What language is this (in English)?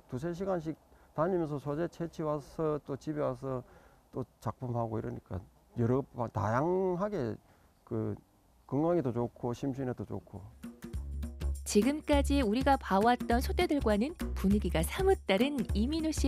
Korean